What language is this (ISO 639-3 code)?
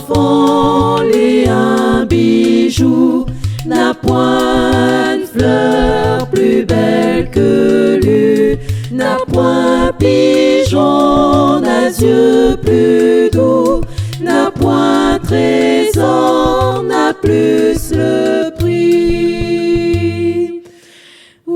rcf